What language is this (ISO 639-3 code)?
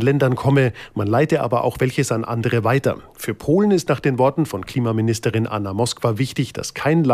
deu